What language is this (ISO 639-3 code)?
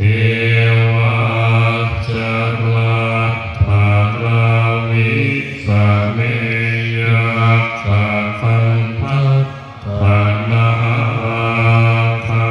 pli